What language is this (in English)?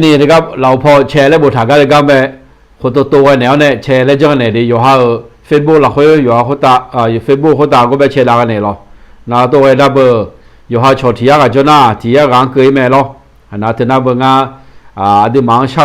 Akha